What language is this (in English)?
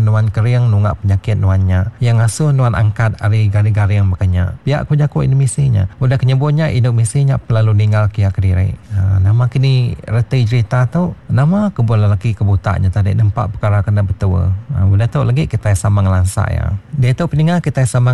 Iban